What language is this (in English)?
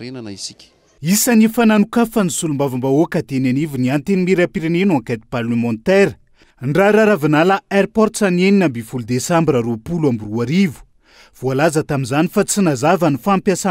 Malagasy